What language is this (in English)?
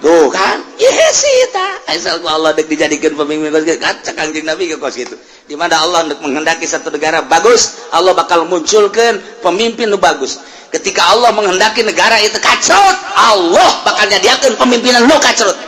Sundanese